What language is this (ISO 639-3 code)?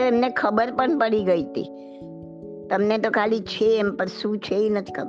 guj